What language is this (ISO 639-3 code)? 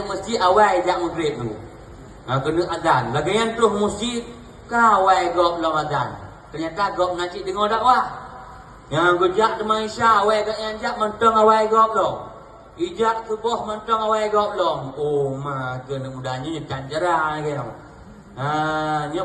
ace